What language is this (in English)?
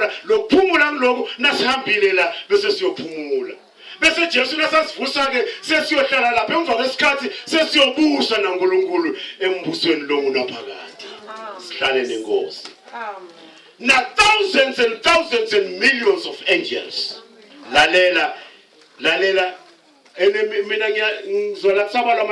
Zulu